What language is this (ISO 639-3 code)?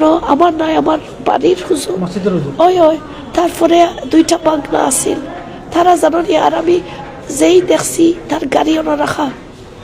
syl